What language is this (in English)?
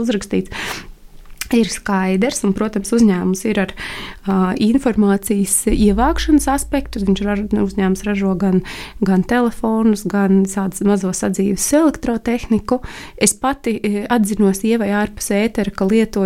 Latvian